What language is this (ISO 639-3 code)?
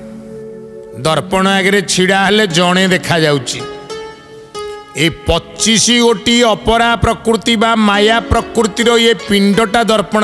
ori